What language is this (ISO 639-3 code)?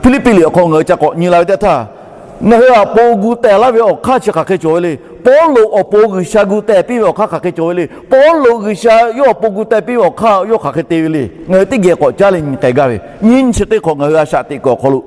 lhu